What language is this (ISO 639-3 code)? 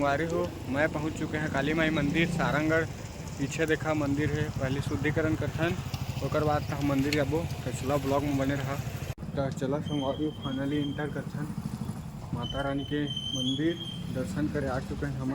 hne